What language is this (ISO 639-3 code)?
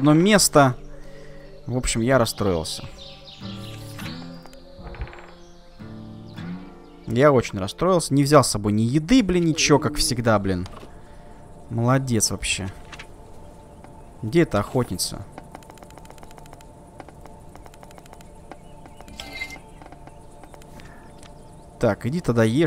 rus